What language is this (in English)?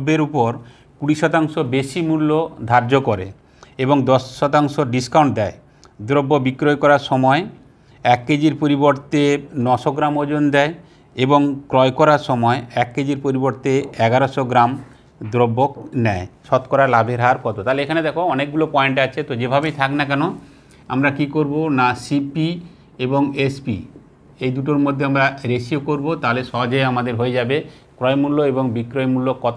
Bangla